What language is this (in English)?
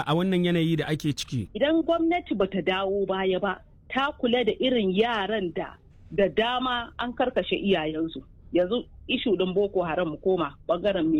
Hausa